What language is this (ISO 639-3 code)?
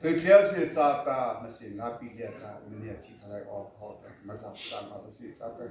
mrh